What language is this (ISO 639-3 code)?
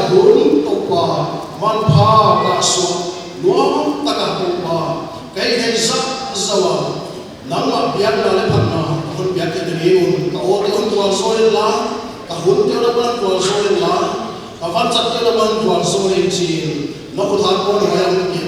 pck